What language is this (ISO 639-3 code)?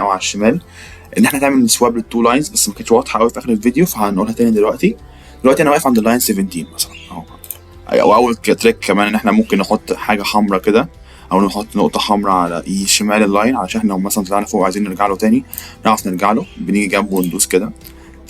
arz